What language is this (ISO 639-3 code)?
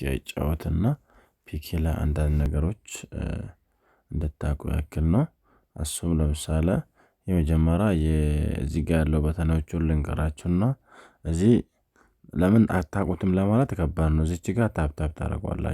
amh